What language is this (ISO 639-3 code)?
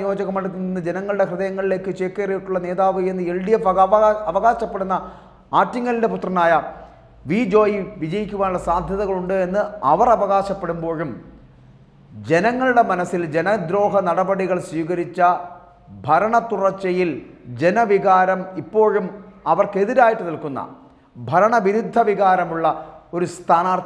mal